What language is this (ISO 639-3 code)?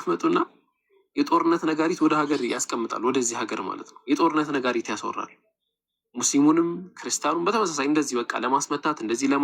amh